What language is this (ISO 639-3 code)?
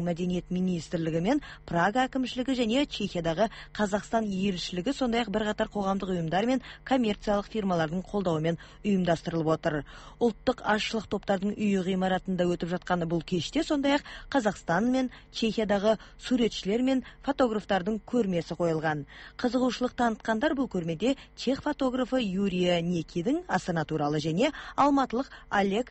kaz